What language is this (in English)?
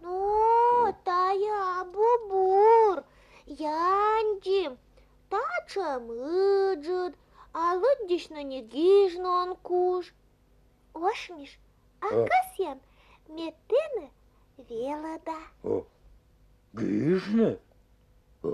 Komi